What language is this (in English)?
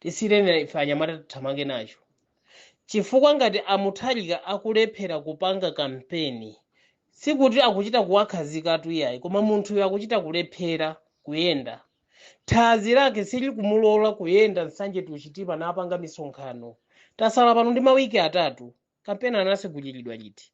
Nyanja